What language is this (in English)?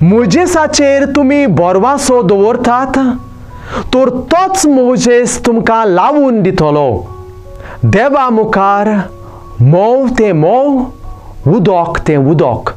Konkani